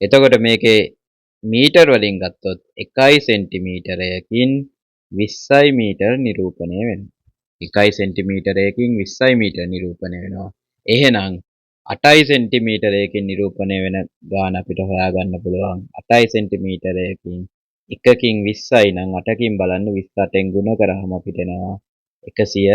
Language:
Sinhala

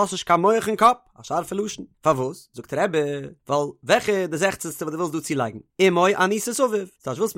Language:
Yiddish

